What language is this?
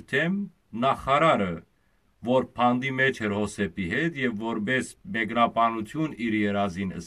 Western Armenian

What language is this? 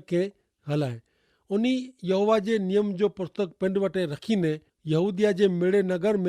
Kachhi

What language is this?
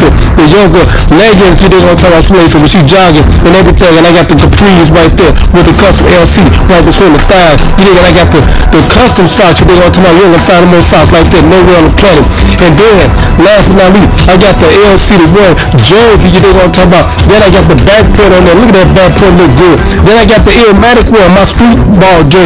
English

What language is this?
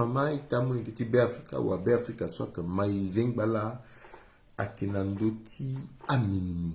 Sango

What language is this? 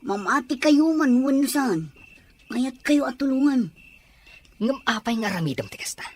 Iloko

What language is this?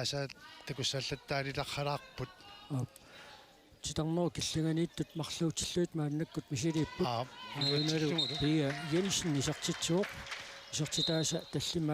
Kalaallisut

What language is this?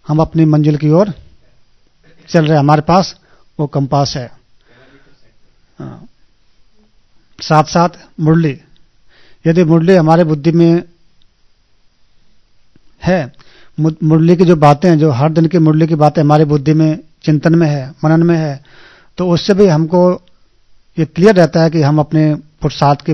Hindi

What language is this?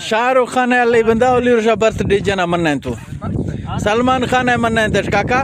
Eastern Balochi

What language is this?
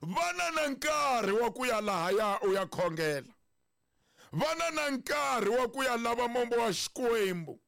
Tsonga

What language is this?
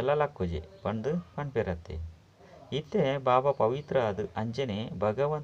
Tulu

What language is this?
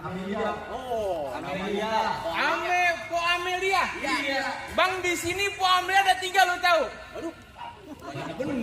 Betawi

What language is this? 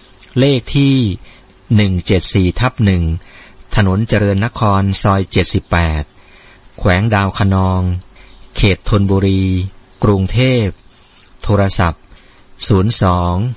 Thai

